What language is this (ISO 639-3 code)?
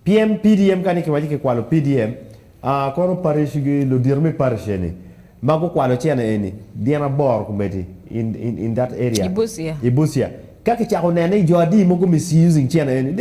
ach